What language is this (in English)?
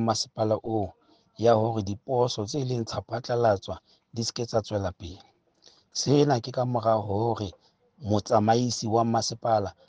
Southern Sotho